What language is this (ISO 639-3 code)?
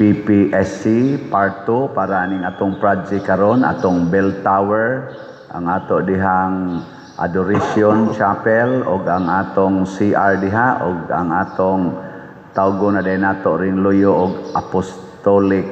ceb